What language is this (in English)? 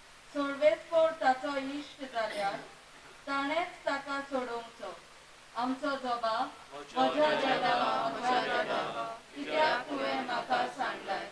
Konkani